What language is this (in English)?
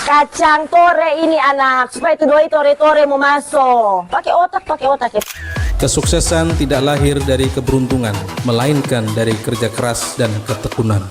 Manado Malay